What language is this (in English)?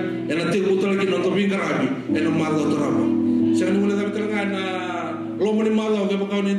Fijian